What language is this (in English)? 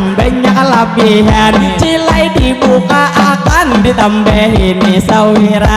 Banjar